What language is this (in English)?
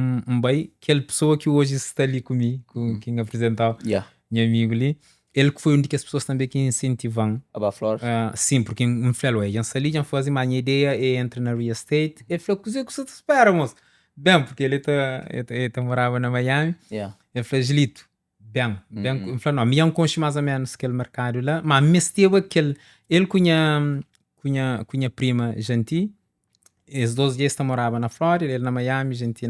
Kabuverdianu